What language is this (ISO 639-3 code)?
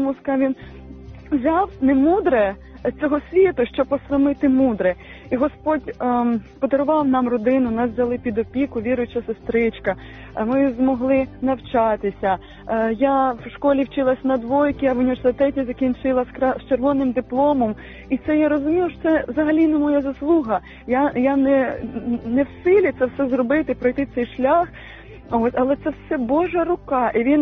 ukr